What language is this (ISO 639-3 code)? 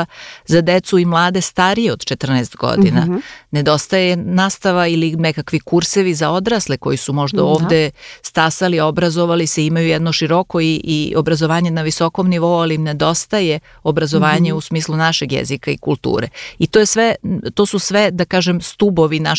srp